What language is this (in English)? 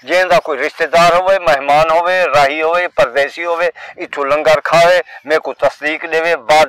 Saraiki